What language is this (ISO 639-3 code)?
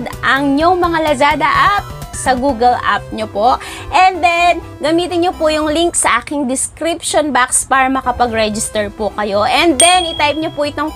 fil